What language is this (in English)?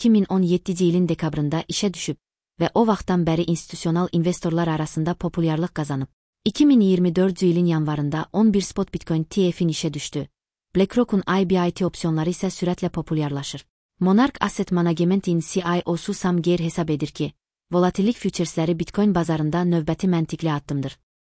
Azerbaijani